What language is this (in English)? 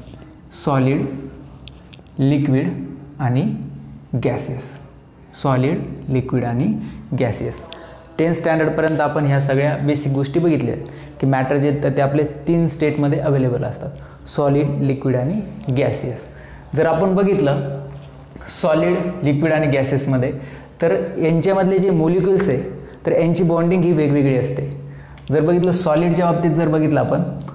Marathi